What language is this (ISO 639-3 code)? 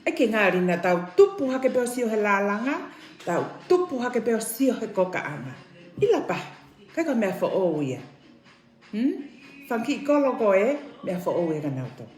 ton